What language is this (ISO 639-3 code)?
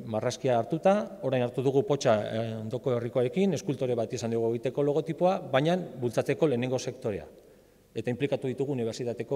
eus